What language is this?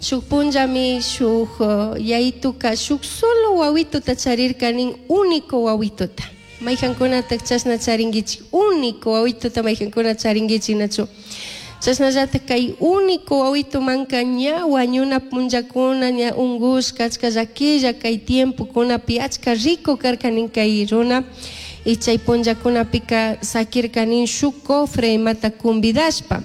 Chimborazo Highland Quichua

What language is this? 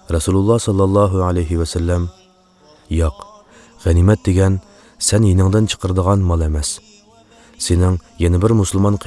Uyghur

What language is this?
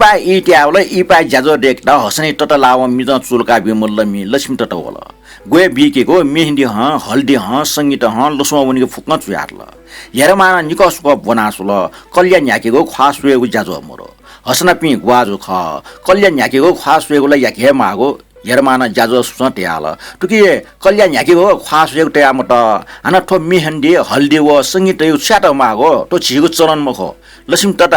Newari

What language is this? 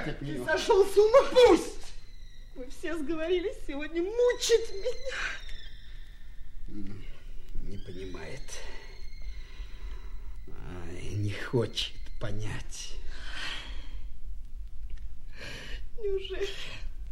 Russian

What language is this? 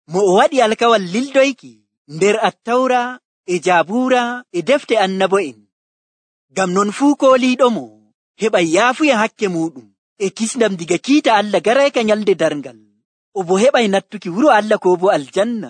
Nigerian Fulfulde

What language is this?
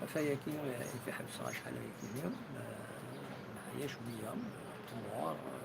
Kabyle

